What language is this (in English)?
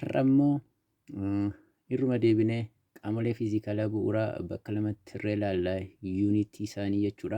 Oromo